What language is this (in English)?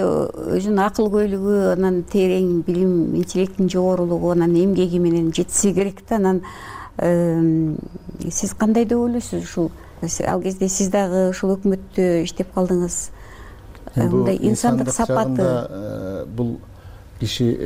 Kyrgyz